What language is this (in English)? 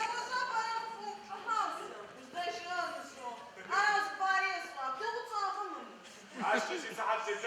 Adyghe